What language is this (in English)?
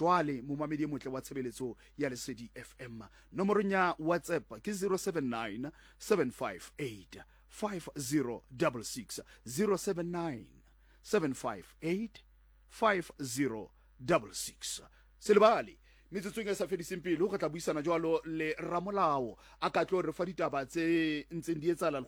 Southern Sotho